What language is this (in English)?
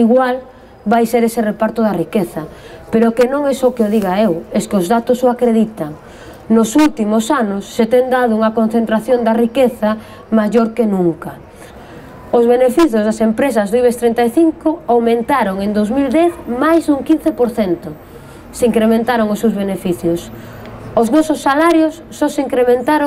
Galician